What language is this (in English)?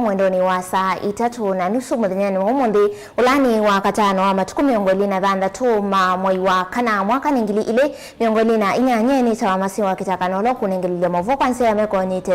Kamba